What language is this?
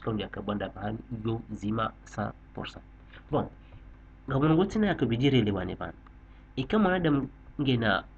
Ngazidja Comorian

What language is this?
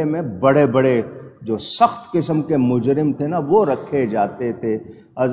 Urdu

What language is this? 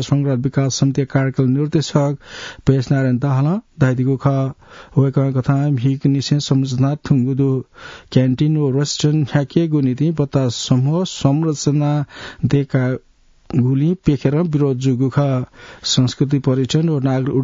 Newari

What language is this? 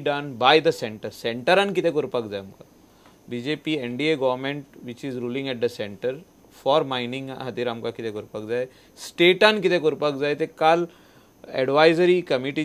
Konkani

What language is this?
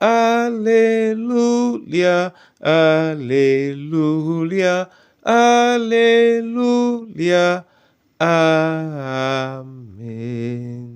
Duala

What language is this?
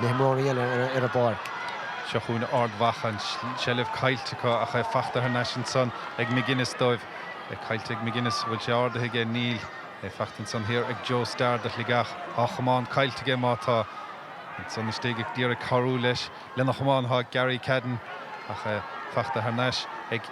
Irish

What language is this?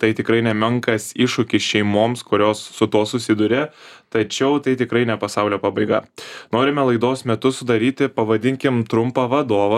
Lithuanian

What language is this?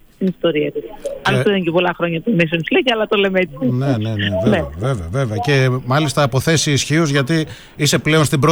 Greek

